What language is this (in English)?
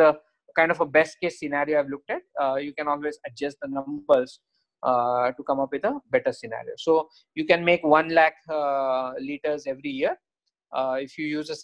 English